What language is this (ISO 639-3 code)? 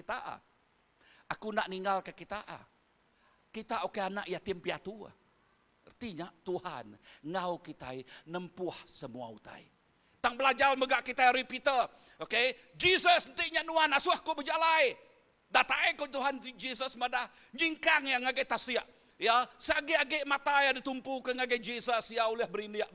iba